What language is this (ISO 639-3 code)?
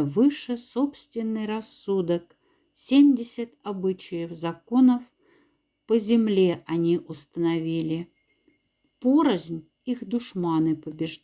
mdf